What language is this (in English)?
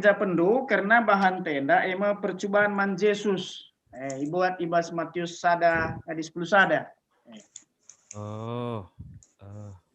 Batak Karo